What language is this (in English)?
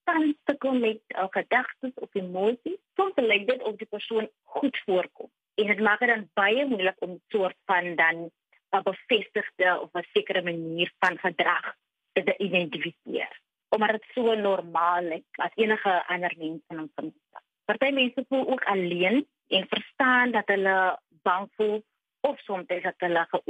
Afrikaans